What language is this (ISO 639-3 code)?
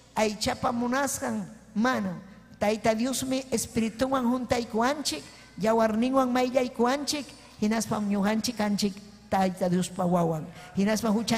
quy